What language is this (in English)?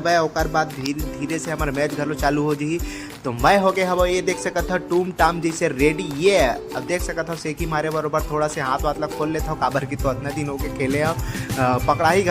Chhattisgarhi